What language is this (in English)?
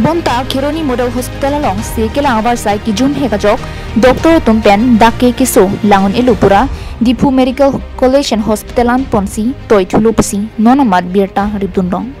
Karbi